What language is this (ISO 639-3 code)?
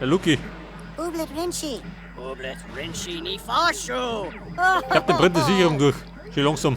bar